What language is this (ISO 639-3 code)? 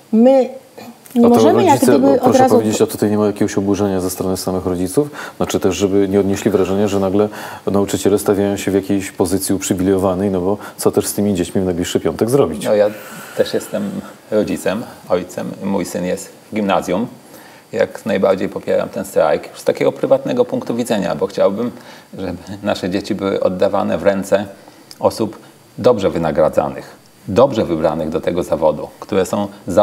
pol